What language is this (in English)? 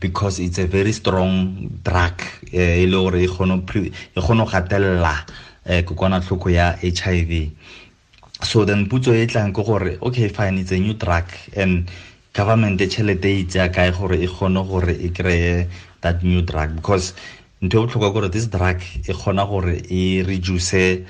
Tswana